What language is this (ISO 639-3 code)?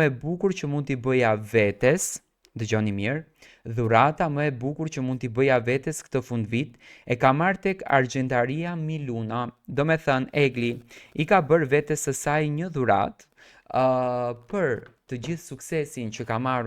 sqi